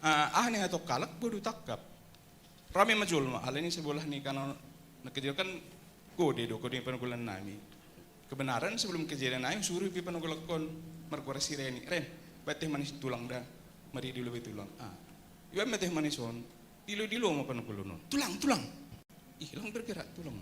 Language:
Batak Simalungun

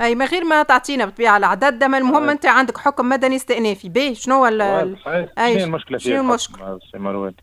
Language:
Tunisian Arabic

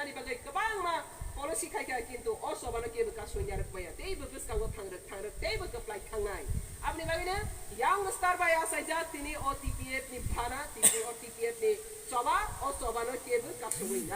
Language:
Kok Borok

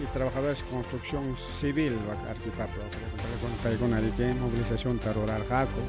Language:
Ayacucho Quechua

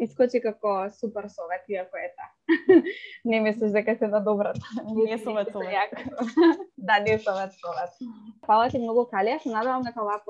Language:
Macedonian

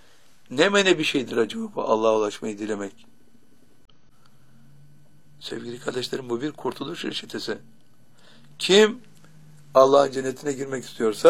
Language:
Turkish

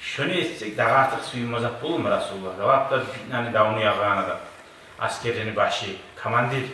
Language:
Kumyk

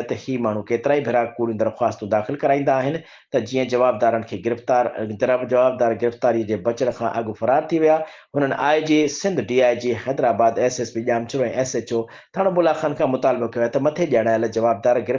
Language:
Sindhi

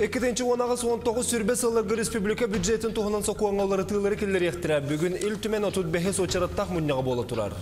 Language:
Yakut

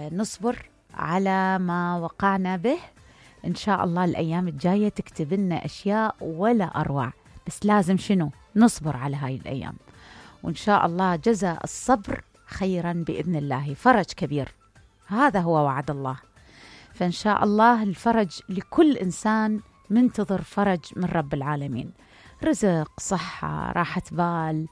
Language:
Mesopotamian Arabic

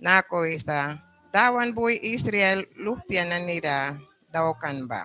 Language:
Mískito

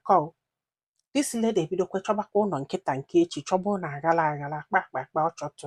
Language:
Igbo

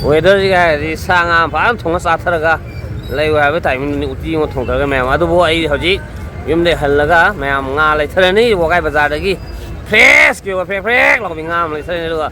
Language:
Manipuri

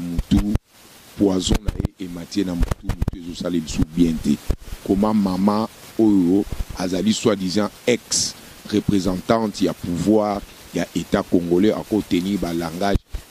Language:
Lingala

